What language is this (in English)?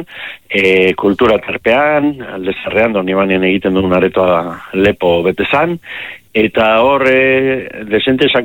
Basque